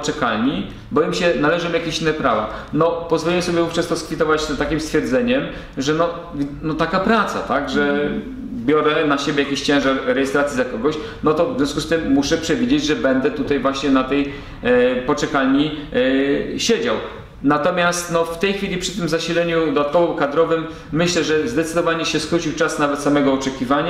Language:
Polish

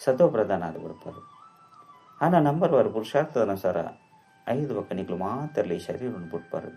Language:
Tulu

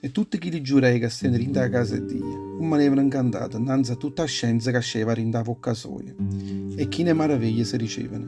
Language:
Neapolitan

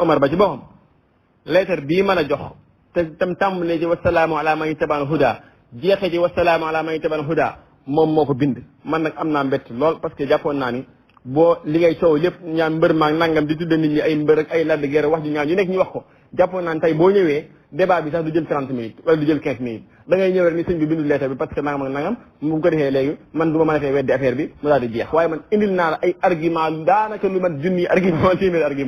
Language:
Wolof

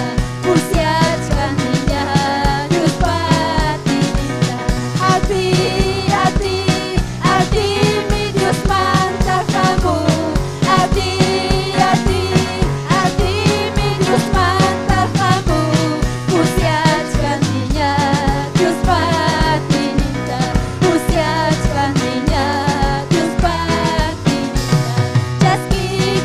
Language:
Ayacucho Quechua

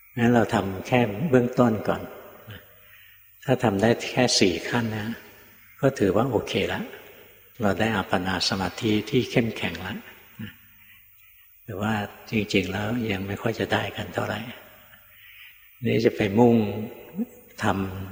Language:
Thai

